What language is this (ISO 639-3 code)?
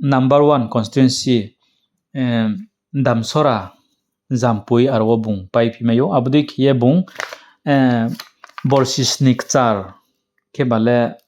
ria